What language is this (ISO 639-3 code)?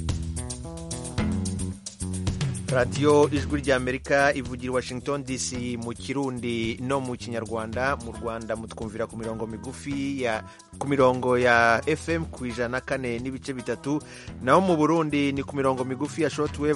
kin